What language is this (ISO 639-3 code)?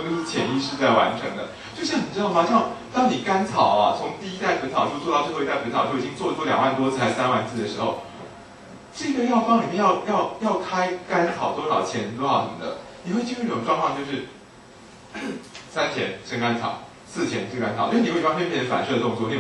zho